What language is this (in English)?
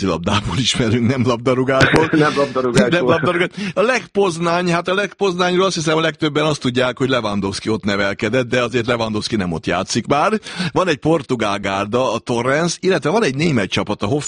Hungarian